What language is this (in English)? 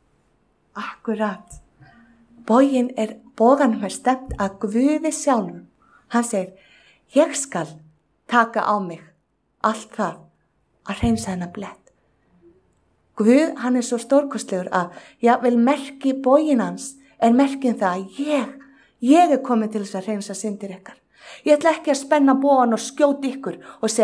Icelandic